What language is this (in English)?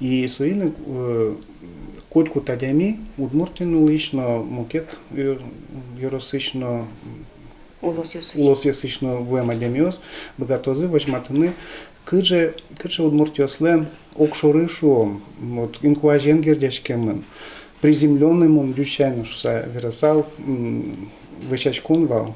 Udmurt